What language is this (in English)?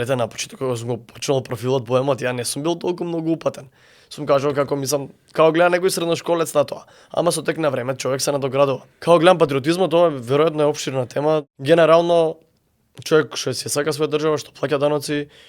Macedonian